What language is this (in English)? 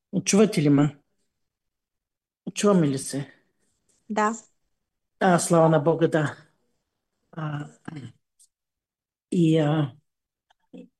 Bulgarian